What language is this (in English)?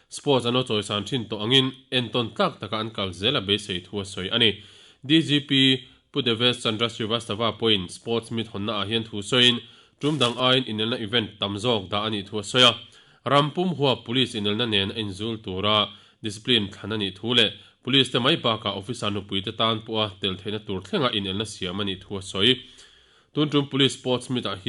Mizo